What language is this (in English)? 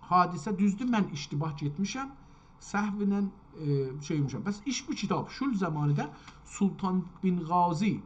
South Azerbaijani